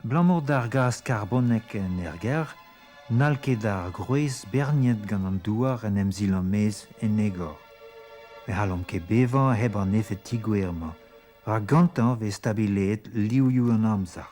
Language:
Breton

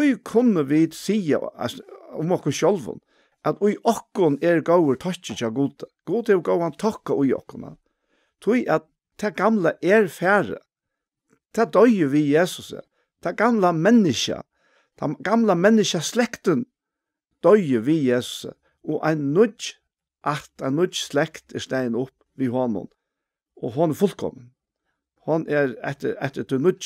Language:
Faroese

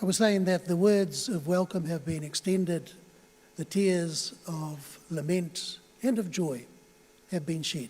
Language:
Māori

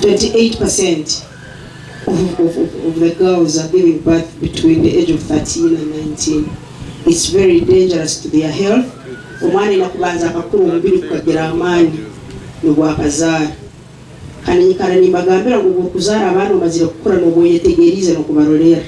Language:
Nyankole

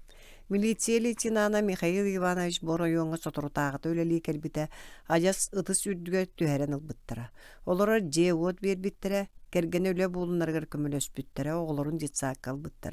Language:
Yakut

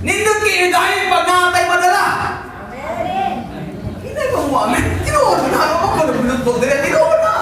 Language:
Cebuano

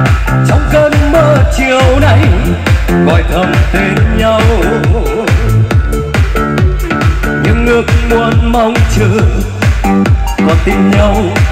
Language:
Vietnamese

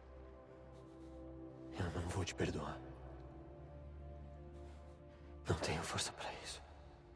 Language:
Portuguese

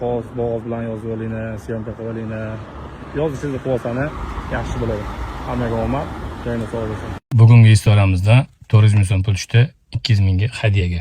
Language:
Uzbek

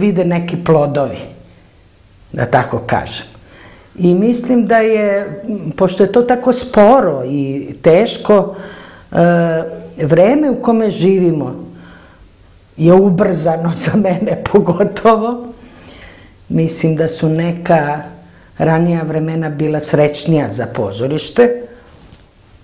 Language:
Serbian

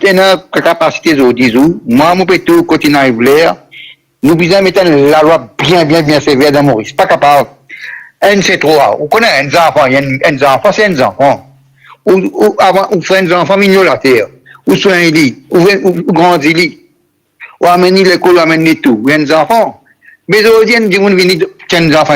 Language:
Morisyen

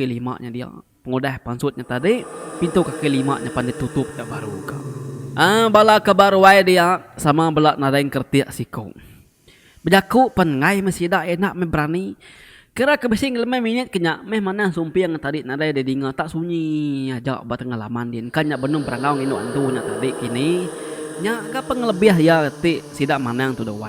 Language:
Iban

